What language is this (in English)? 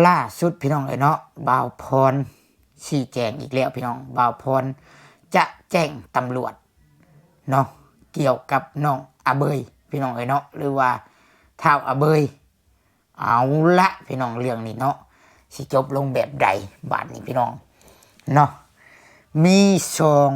Lao